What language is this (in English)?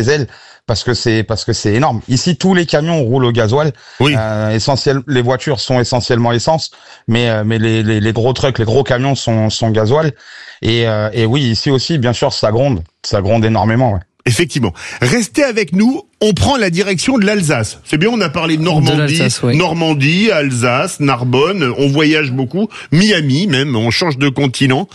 French